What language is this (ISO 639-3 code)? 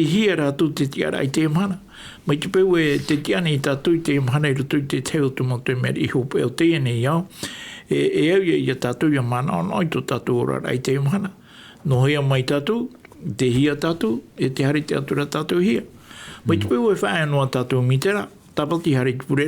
tah